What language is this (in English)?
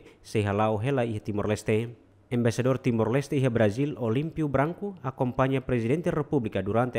Tetum